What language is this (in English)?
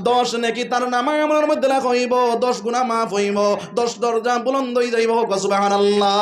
Sylheti